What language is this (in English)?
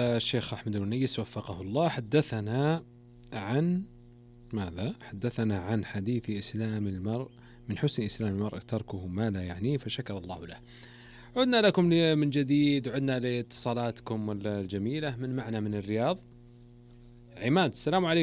Arabic